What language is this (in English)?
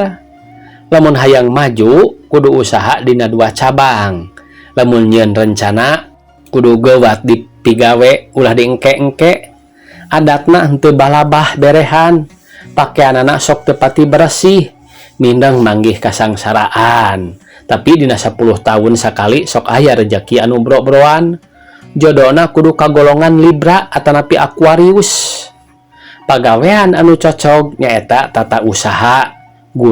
Sundanese